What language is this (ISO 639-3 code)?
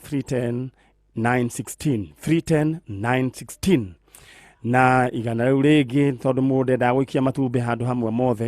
kik